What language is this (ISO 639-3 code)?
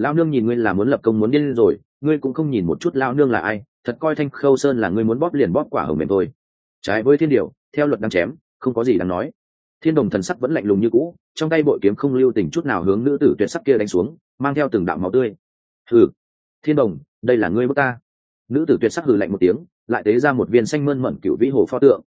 vie